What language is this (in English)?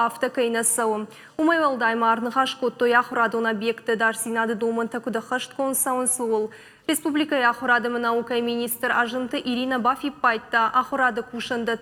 Ossetic